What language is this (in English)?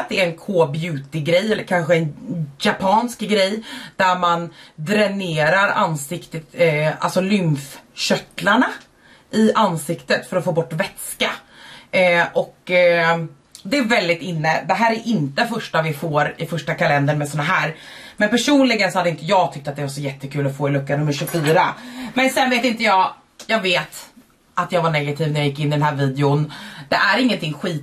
Swedish